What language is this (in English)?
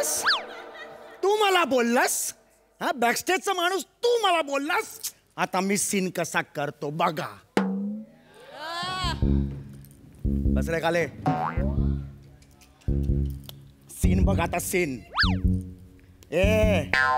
Marathi